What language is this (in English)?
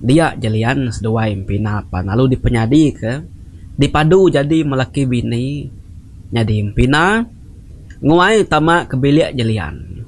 Iban